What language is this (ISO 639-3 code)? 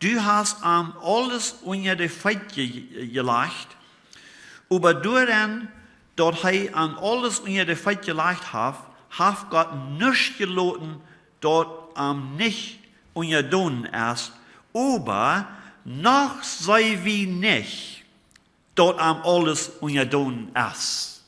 pdt